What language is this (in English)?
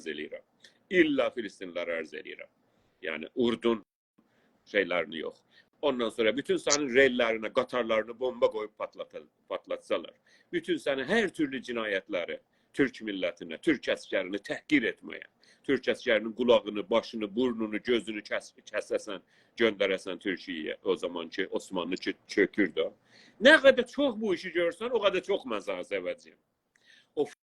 South Azerbaijani